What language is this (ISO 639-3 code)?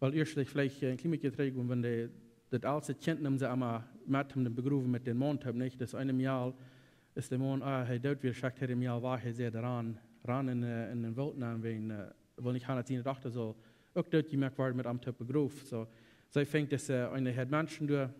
pdt